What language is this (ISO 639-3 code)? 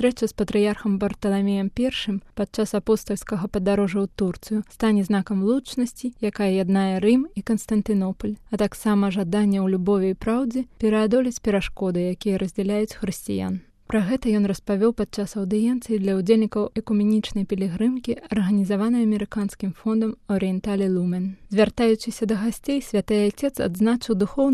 bel